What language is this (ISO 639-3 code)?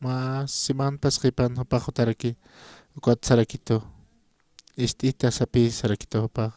aym